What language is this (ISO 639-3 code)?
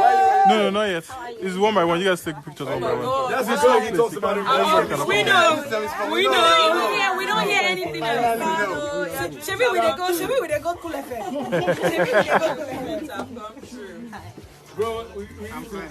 pcm